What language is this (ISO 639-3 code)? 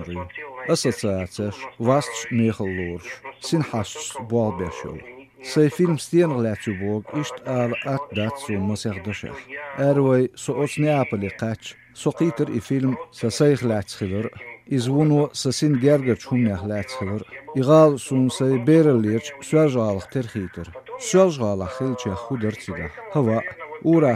che